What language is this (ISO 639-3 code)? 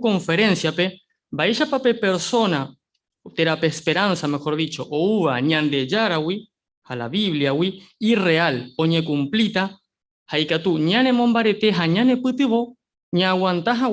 grn